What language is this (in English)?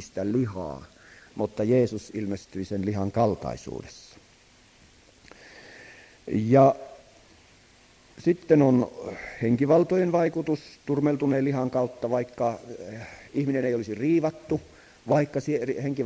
Finnish